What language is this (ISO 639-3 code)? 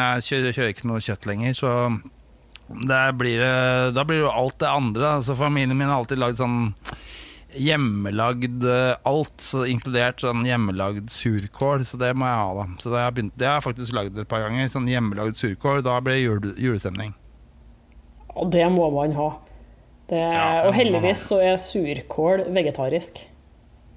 nor